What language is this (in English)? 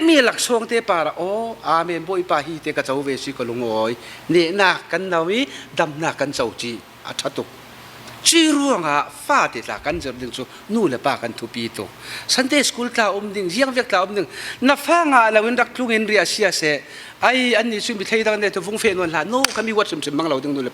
Falam Chin